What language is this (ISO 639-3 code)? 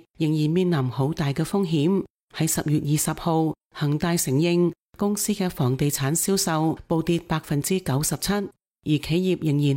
yue